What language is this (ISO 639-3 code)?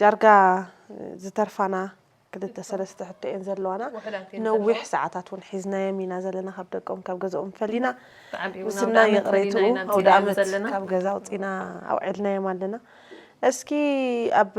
tir